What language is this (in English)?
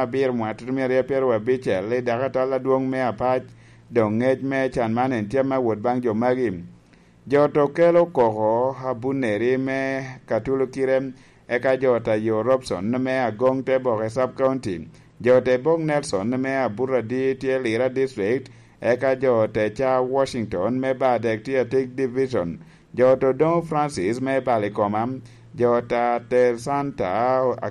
Lango (Uganda)